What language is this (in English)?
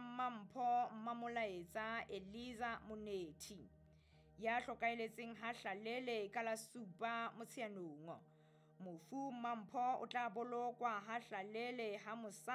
Southern Sotho